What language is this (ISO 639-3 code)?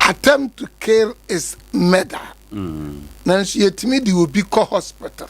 aka